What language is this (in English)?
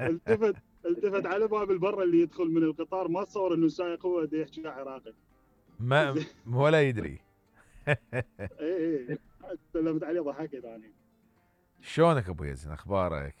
Mesopotamian Arabic